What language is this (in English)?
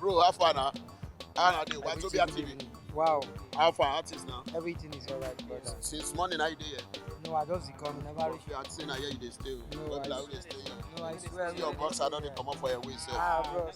Nigerian Pidgin